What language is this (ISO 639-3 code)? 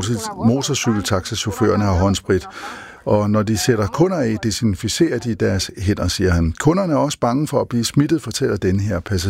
dan